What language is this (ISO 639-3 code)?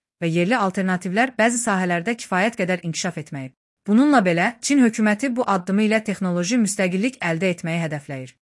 aze